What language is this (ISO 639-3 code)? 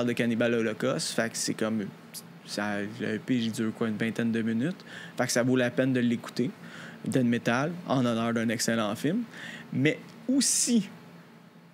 fra